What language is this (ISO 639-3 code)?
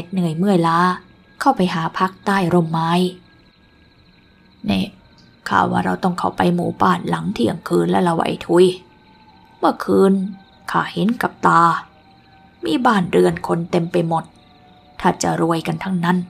tha